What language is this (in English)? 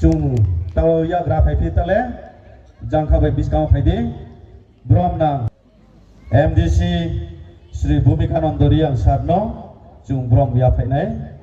Riang (India)